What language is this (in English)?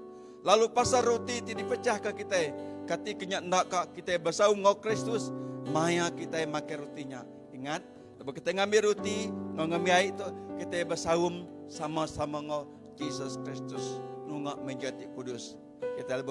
Iban